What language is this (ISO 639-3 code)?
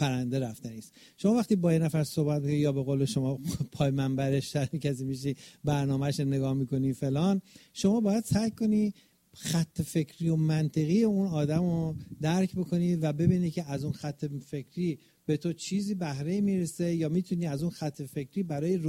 fas